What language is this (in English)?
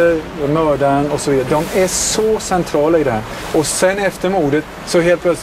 Swedish